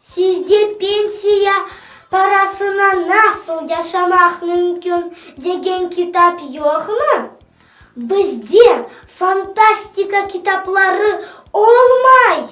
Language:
Crimean Tatar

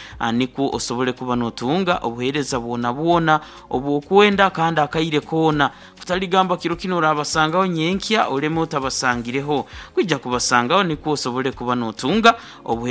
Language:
Nyankole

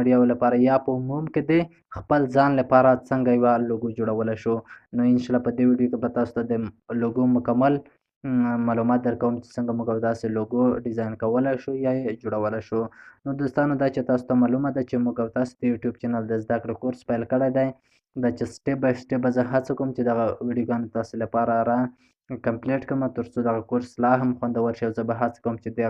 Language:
Pashto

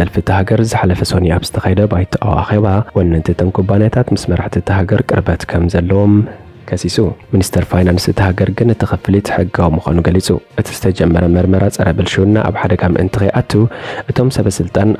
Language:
Tigrinya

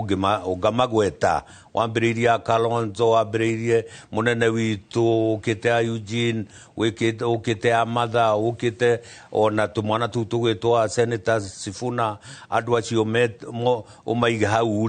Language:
Kikuyu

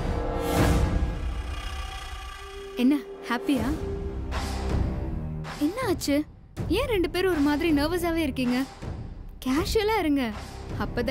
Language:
Tamil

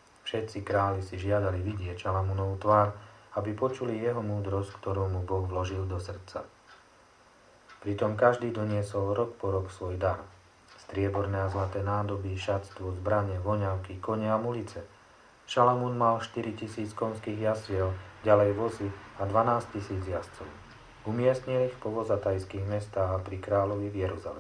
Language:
Slovak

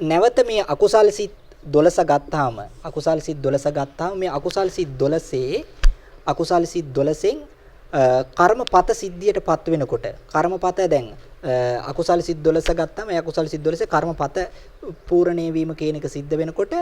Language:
Sinhala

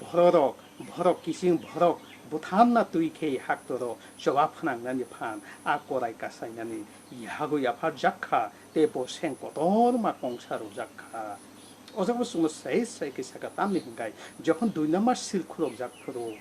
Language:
Kok Borok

